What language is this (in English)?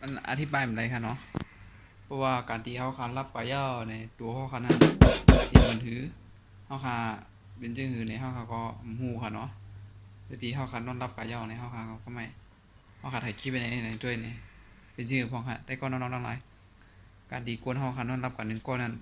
Shan